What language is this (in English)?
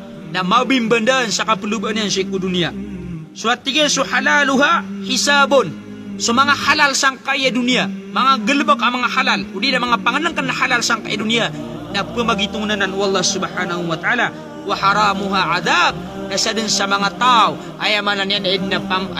Maranao